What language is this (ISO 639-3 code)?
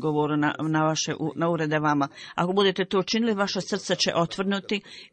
bos